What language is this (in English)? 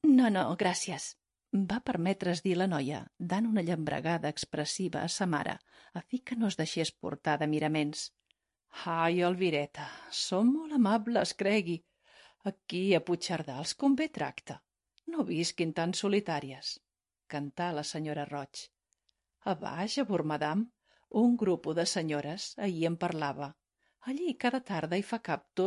Catalan